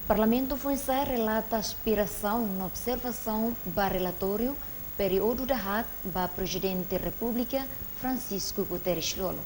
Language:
Tetum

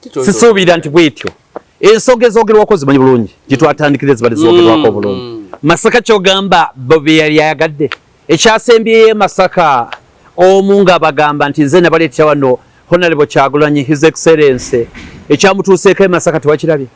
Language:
Ganda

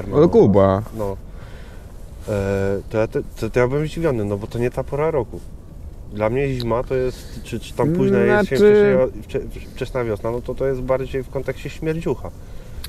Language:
Polish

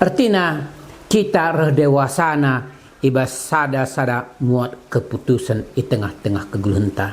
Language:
Batak Karo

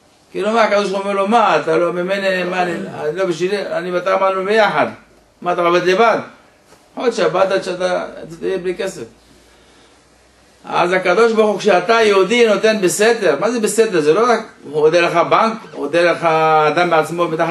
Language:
Hebrew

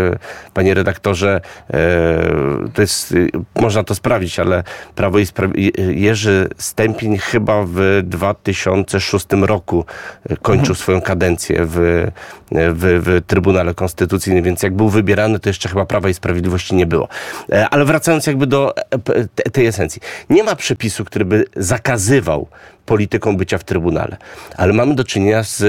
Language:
Polish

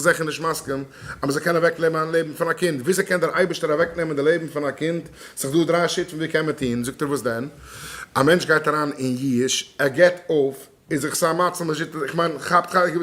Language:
Yiddish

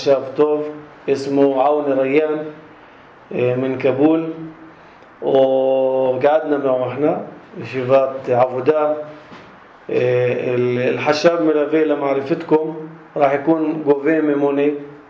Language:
North Levantine Arabic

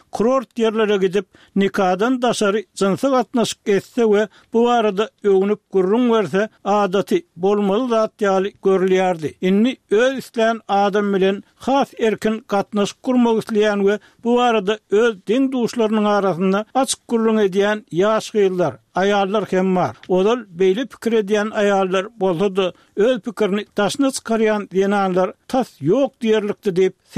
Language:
Turkmen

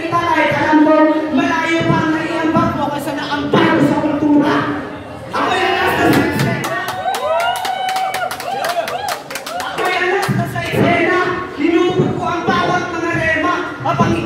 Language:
Filipino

